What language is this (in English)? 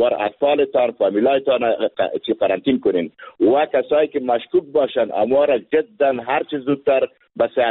Persian